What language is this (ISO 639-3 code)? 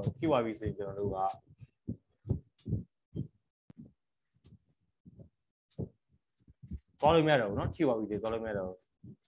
mya